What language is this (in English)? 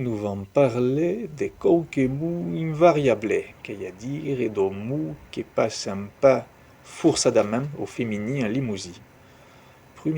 Occitan